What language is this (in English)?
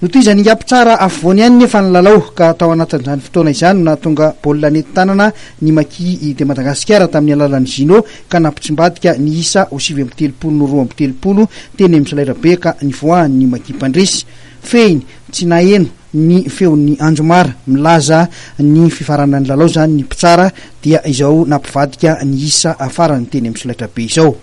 Malagasy